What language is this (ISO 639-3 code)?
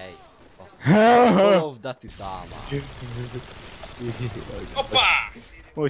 hun